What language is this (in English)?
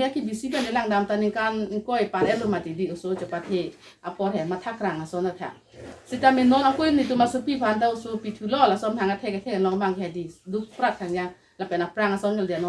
Karbi